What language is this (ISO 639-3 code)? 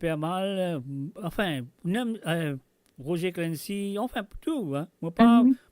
mfe